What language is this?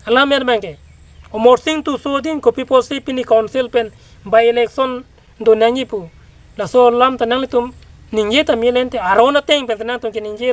Karbi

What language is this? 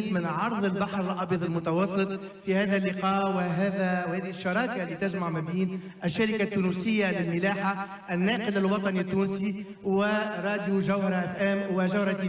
Tunisian Arabic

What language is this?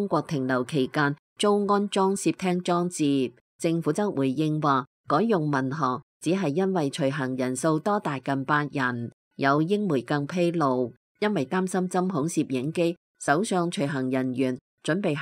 Cantonese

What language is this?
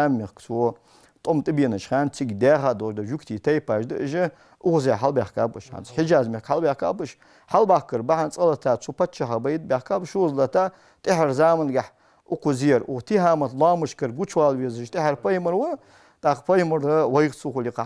Ingush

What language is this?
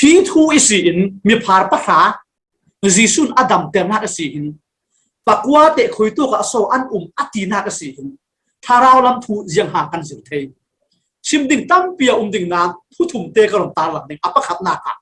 Falam Chin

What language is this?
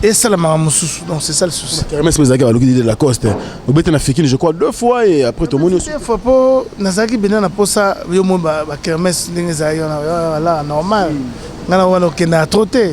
Lingala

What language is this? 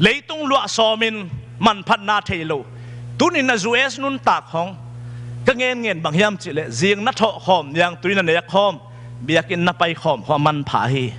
Tedim Chin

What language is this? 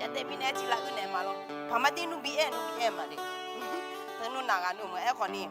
Akha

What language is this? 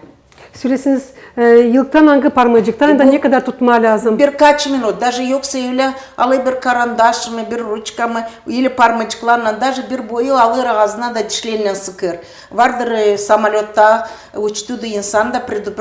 Gagauz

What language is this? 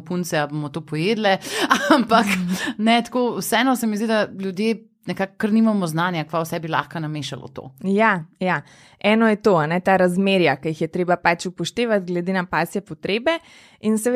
Slovenian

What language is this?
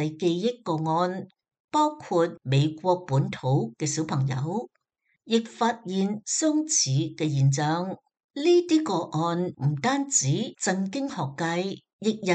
Cantonese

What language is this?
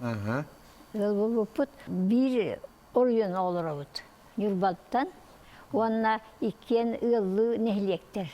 Yakut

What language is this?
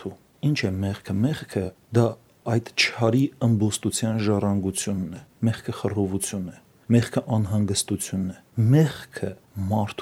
Armenian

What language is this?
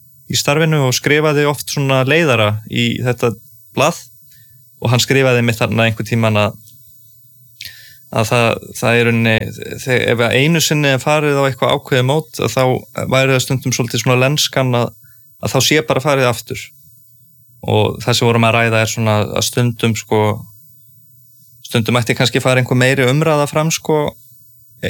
Icelandic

